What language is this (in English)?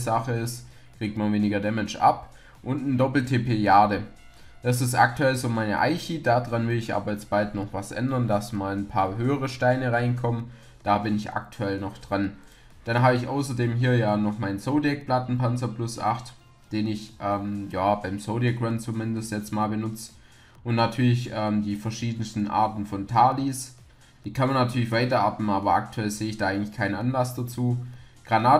German